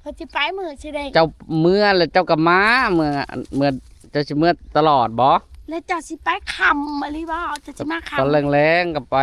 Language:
Lao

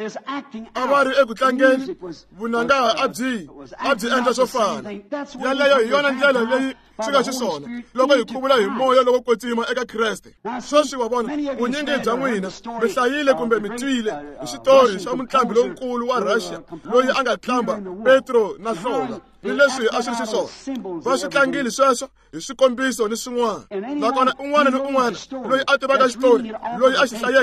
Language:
Tsonga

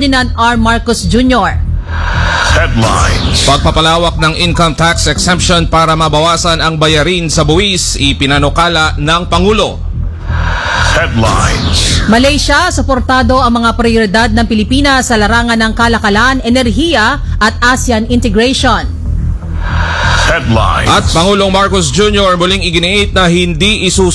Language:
Filipino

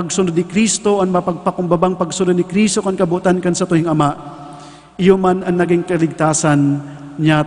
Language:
Bikol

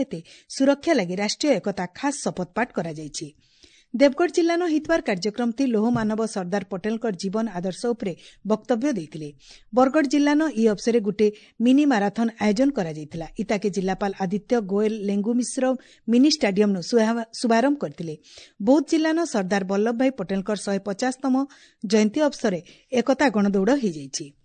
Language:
Odia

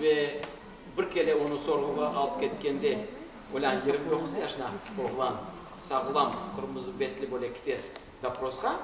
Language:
Crimean Tatar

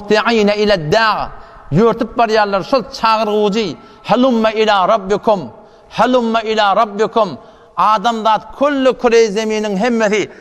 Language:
Turkmen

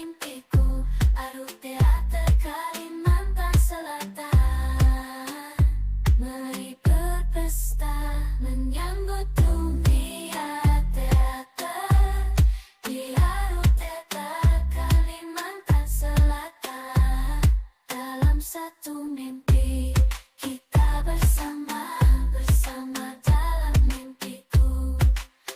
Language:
Banjar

